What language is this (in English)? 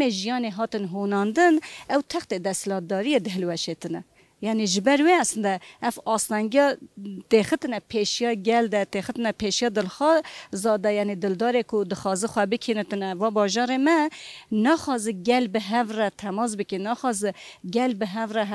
Kurdish